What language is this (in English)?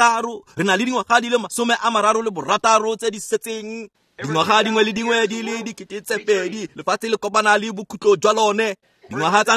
Tswana